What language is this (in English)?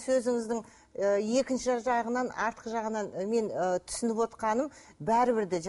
Kazakh